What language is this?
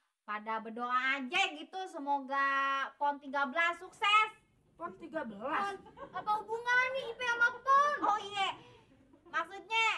Betawi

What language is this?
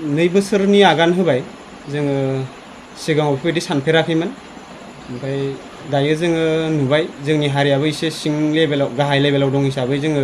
Bodo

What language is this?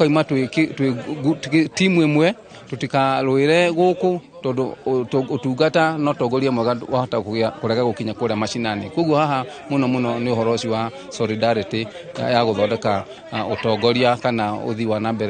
Kikuyu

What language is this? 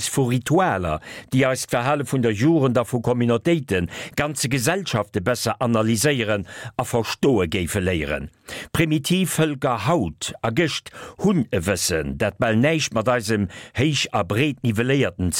Luxembourgish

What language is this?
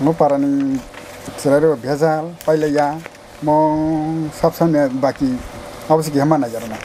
Kok Borok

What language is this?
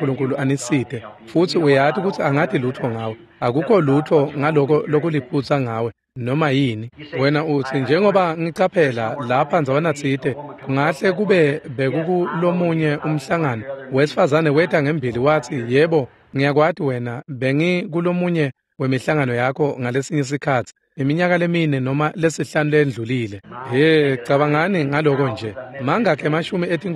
Swati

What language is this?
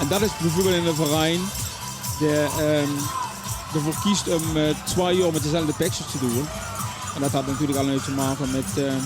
Limburgish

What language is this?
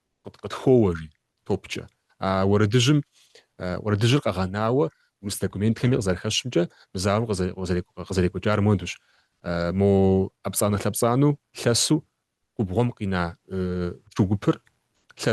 Kabardian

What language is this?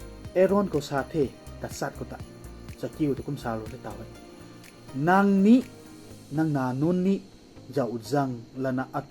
Rongmei Naga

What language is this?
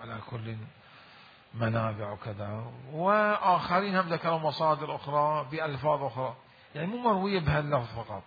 Mesopotamian Arabic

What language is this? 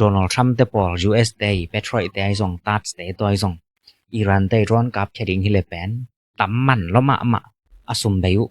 Tedim Chin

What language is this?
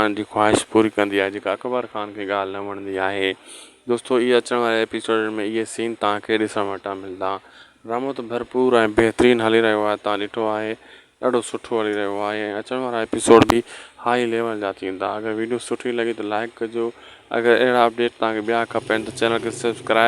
Sindhi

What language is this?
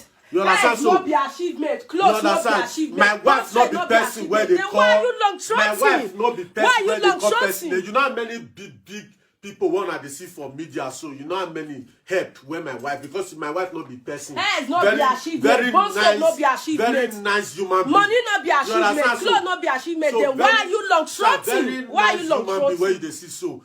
Nigerian Pidgin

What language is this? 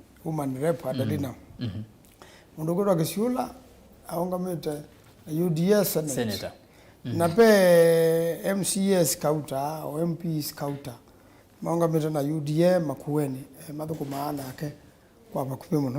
Kamba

